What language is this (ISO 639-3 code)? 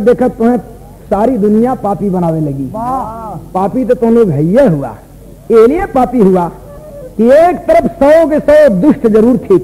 bho